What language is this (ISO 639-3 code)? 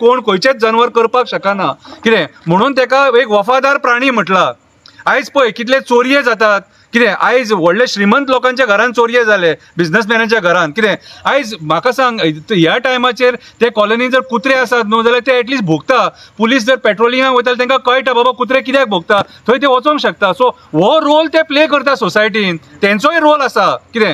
kok